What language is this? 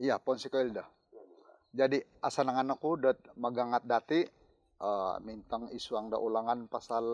Central Dusun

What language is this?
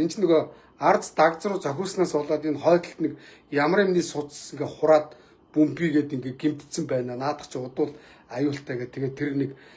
Mongolian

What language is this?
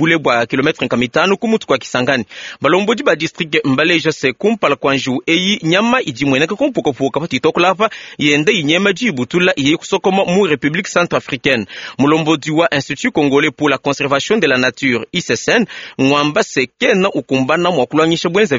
Luba-Lulua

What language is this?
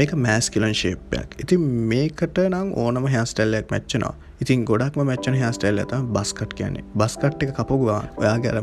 Sinhala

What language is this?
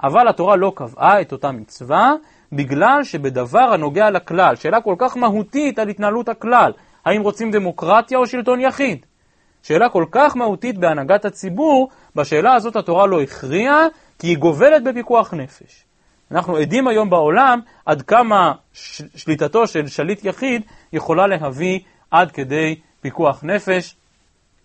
Hebrew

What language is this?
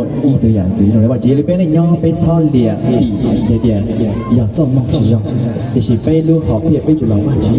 Hmong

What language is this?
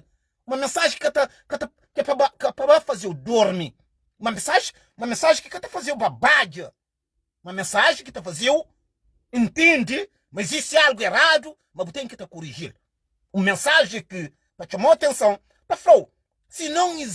Kabuverdianu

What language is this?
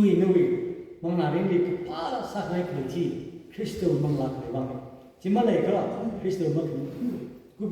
Tangkhul Naga (India)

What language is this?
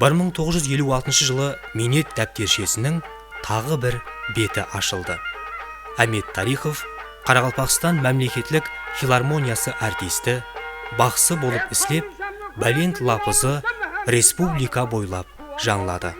Kara-Kalpak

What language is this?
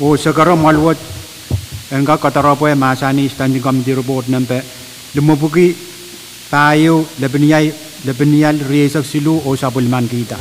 Pohnpeian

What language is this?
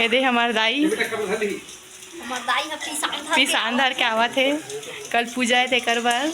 Chhattisgarhi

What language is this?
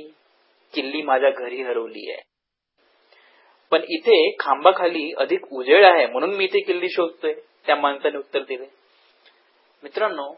Marathi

